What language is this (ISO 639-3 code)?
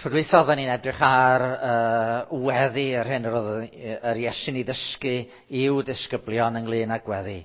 cym